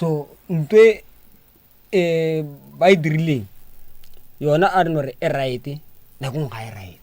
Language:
Northern Sotho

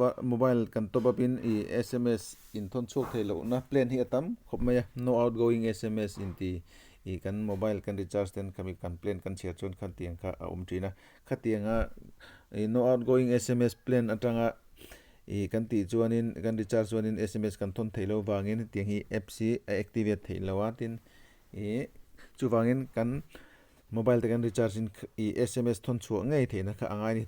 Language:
Mizo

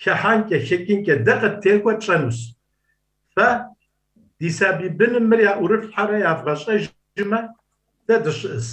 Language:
Kabardian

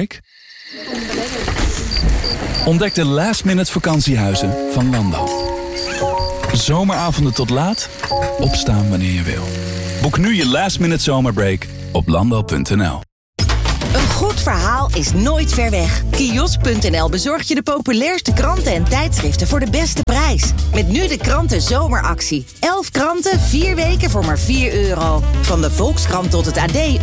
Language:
Dutch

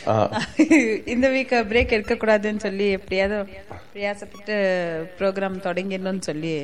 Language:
Tamil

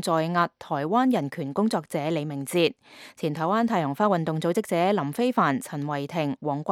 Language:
Cantonese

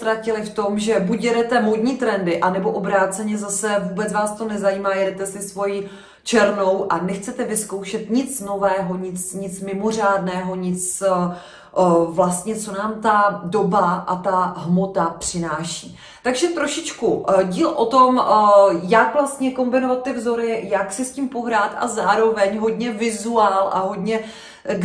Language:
Czech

